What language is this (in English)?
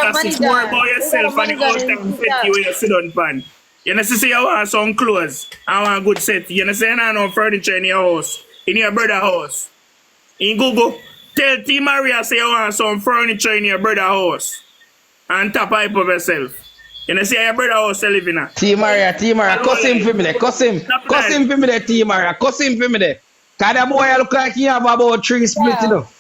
Jamaican Creole English